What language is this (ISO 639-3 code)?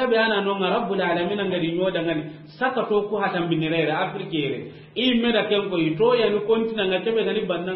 snk